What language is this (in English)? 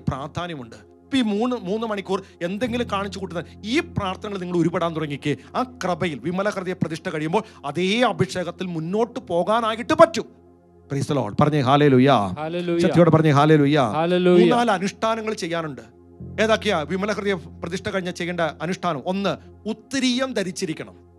Malayalam